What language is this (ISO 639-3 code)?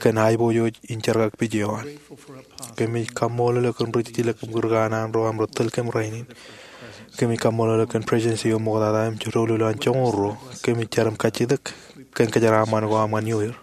mah